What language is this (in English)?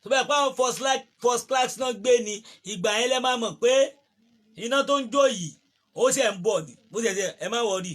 Yoruba